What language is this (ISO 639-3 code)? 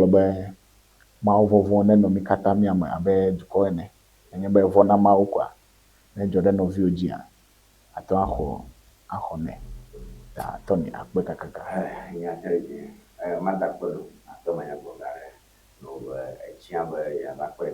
ewe